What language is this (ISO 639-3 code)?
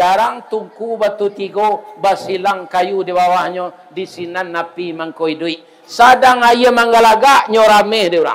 min